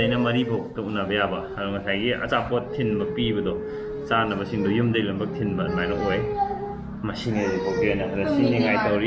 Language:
Manipuri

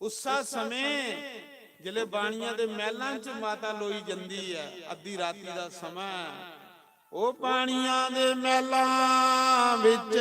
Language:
Dogri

